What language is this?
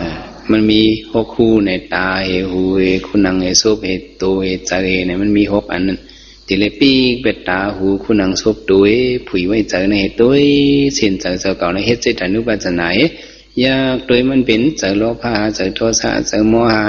Shan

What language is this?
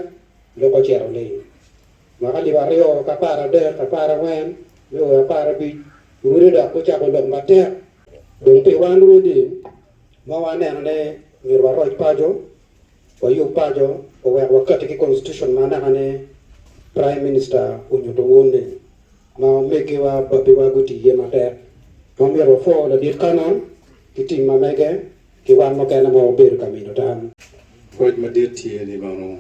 Acoli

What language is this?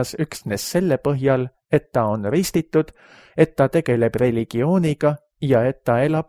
Estonian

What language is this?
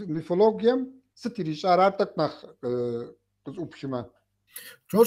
Kabardian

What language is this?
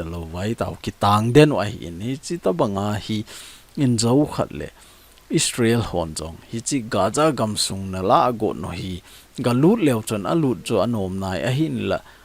Thado Chin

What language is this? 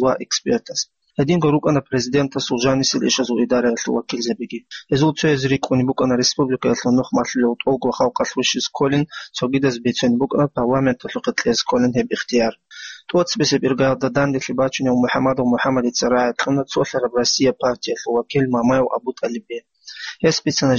Avaric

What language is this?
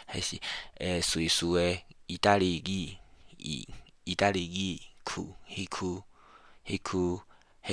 Min Nan Chinese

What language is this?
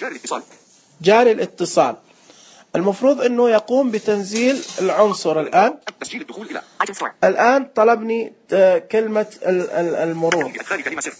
Najdi Arabic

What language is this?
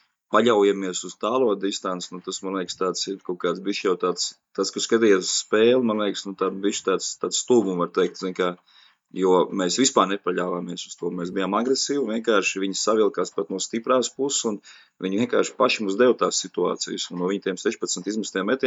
Latvian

